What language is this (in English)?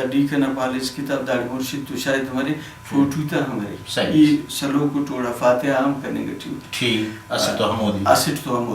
Brahui